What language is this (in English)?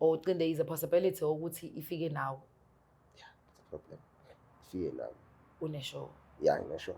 Zulu